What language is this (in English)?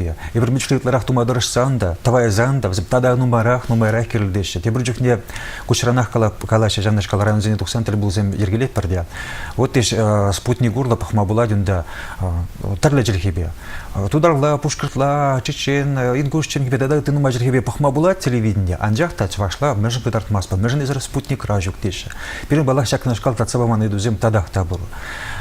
Chuvash